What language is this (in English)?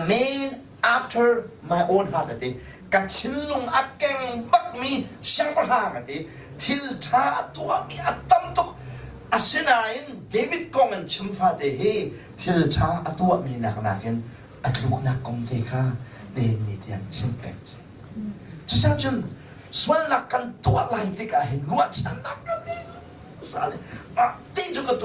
Hakha Chin